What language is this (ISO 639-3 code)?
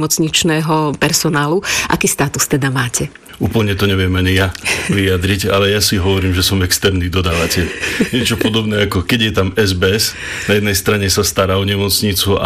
slk